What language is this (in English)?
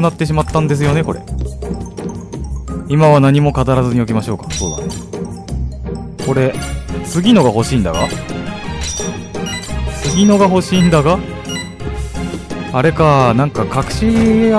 Japanese